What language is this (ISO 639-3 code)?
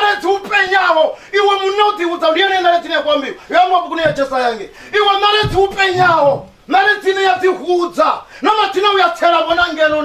ven